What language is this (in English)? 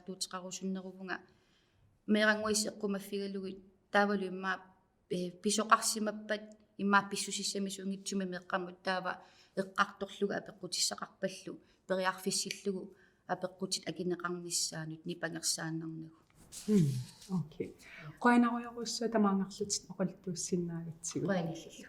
Kalaallisut